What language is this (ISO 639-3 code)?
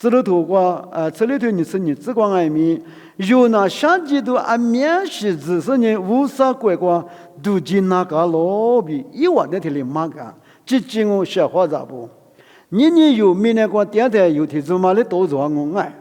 lis